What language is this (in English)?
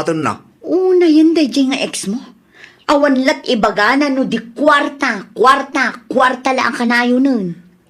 Iloko